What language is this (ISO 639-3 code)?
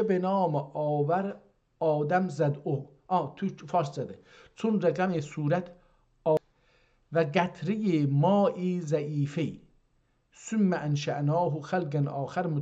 azb